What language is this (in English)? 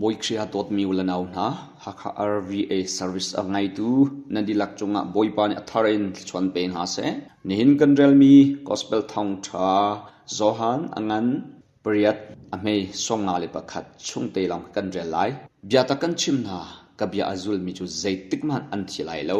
Hakha Chin